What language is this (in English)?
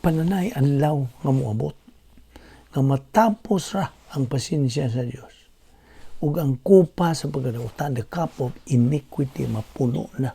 Cebuano